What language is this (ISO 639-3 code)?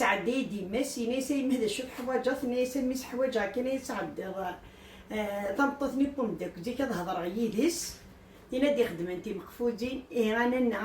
kab